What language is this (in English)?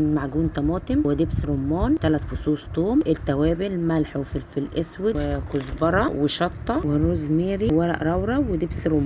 Egyptian Arabic